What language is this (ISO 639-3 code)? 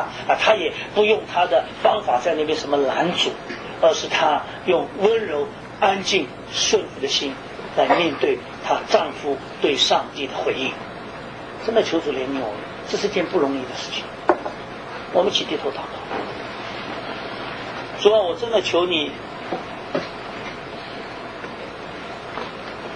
zho